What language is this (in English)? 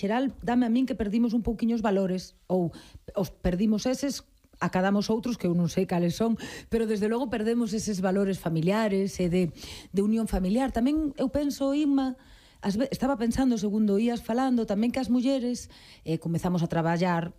Galician